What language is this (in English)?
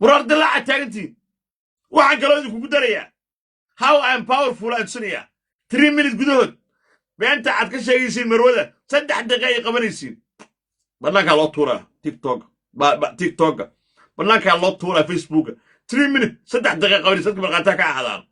Somali